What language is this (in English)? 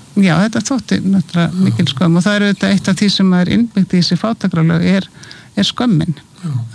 Icelandic